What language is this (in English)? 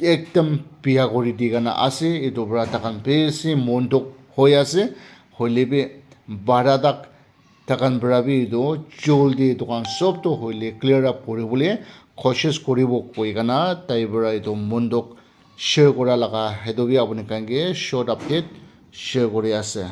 Naga Pidgin